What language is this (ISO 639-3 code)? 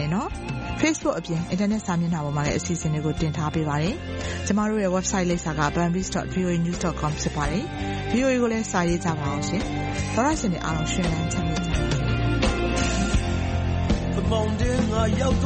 mya